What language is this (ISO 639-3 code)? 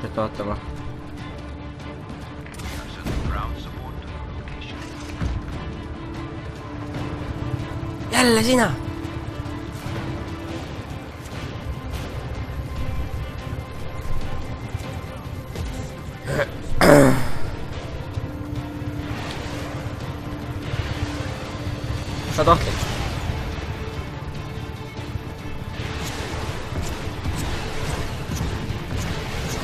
est